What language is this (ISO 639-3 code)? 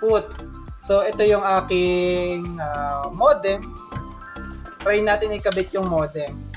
fil